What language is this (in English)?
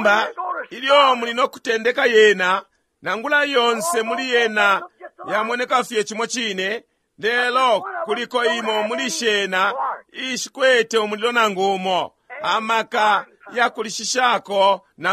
Bemba